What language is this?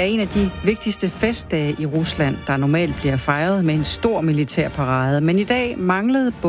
Danish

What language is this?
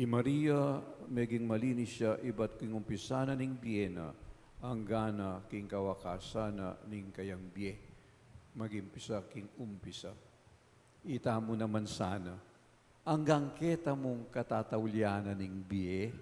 Pampanga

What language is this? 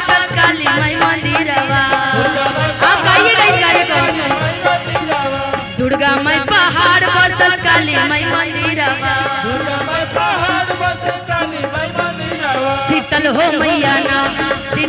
Bhojpuri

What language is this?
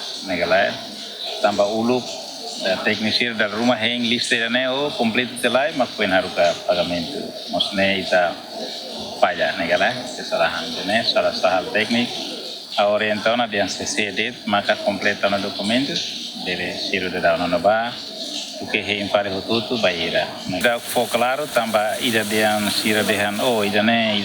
Tetum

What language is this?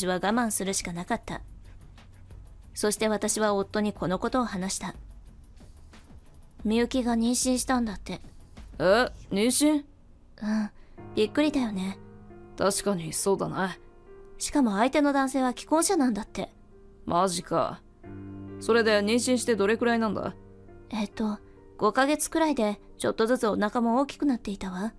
Japanese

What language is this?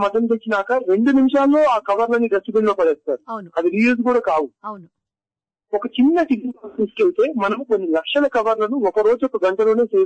Telugu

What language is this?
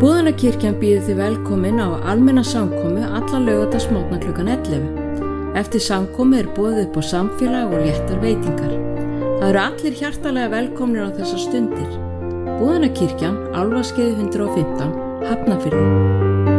Icelandic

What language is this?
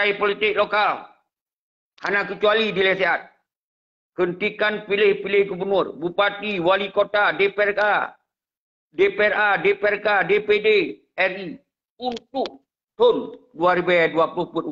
Achinese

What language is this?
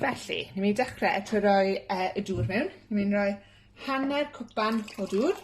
Welsh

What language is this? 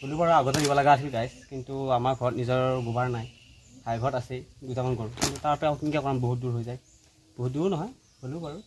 Assamese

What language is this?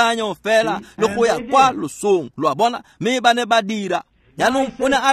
Tswana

